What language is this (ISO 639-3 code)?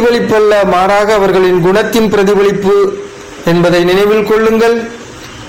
tam